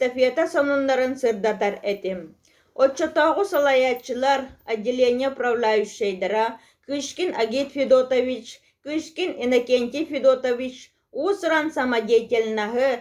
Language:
Yakut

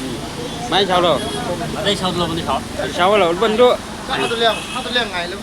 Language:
Chang Naga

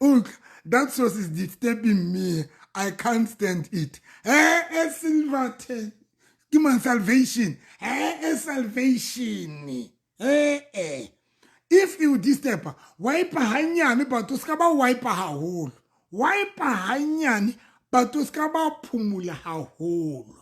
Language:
Southern Sotho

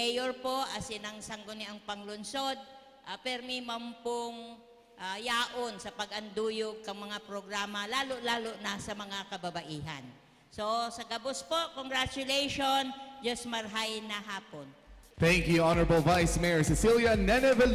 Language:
Bikol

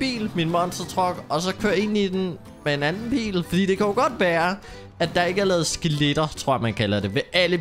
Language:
Danish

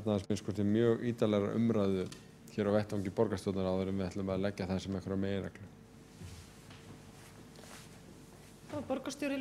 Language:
Icelandic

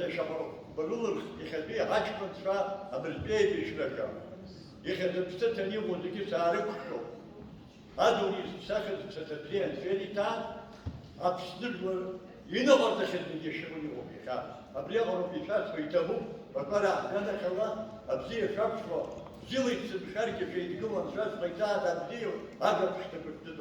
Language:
Abkhazian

